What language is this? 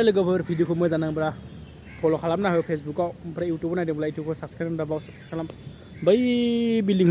Bodo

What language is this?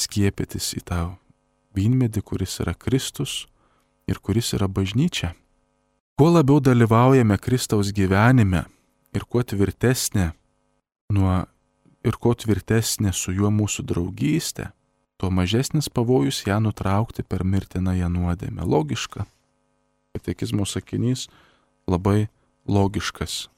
Lithuanian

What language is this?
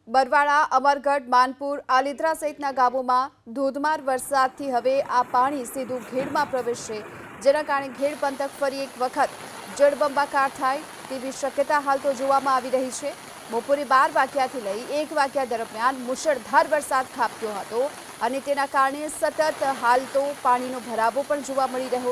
Gujarati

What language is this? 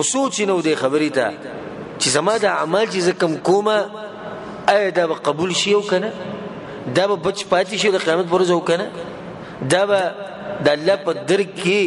Pashto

